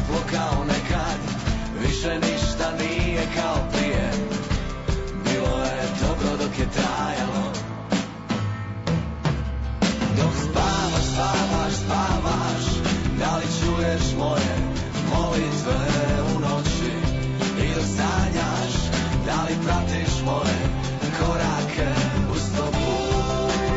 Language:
Serbian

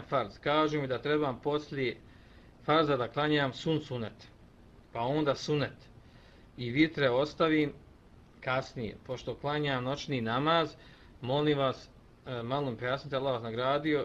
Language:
Bosnian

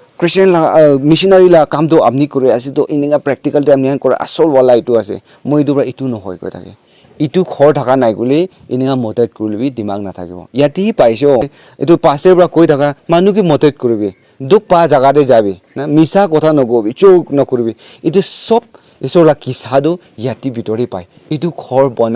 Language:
Naga Pidgin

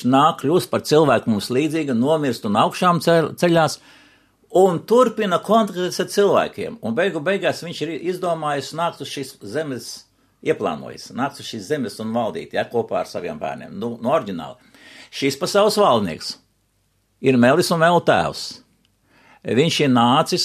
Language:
Latvian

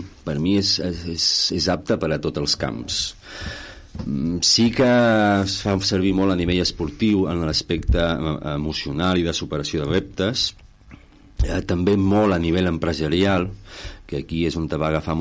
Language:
Catalan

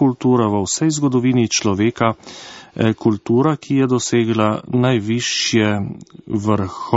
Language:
Slovenian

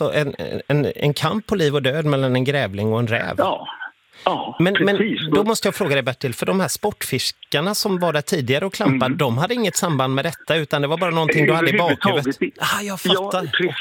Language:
Swedish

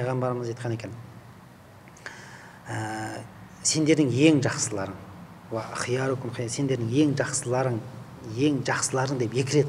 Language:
Kazakh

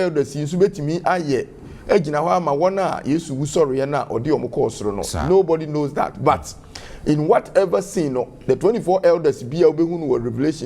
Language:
Akan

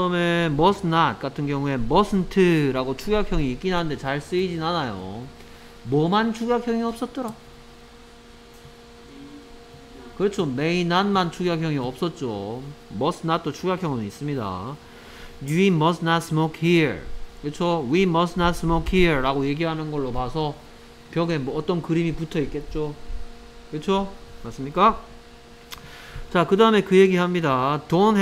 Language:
Korean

